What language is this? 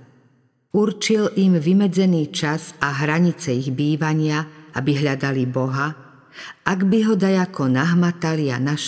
Slovak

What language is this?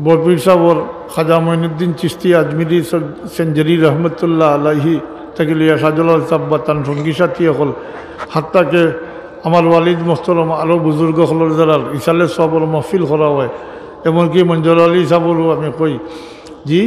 Sylheti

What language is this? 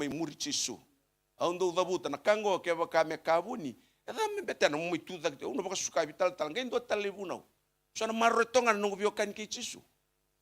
Fijian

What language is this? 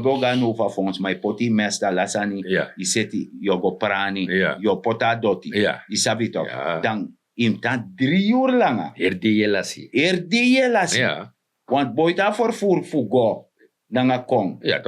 Sranan Tongo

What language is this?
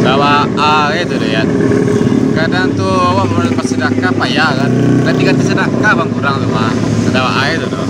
Minangkabau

